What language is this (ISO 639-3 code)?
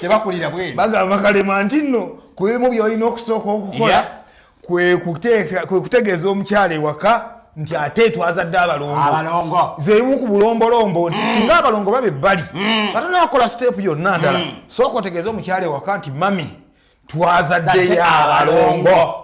lug